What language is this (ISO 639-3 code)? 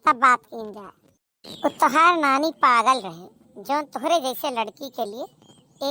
awa